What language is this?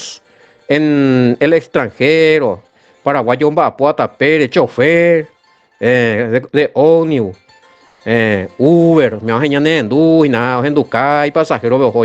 Guarani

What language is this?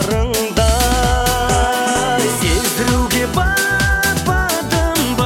Kazakh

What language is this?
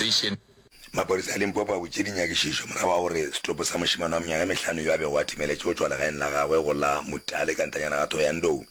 Northern Sotho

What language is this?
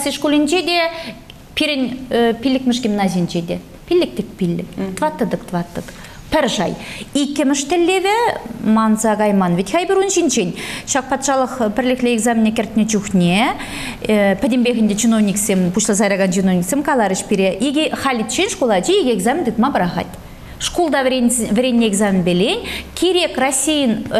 Chuvash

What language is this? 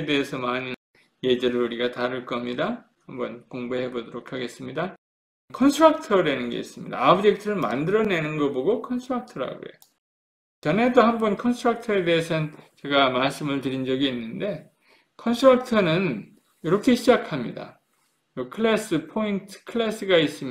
Korean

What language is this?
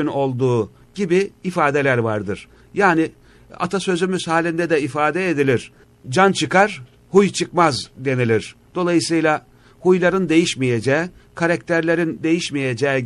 Turkish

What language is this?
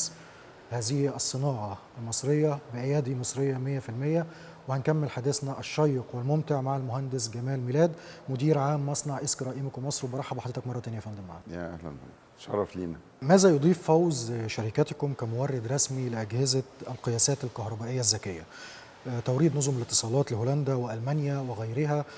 Egyptian Arabic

